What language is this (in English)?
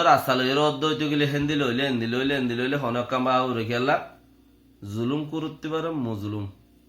Rohingya